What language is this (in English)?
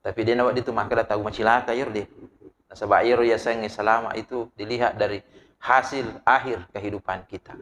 Buginese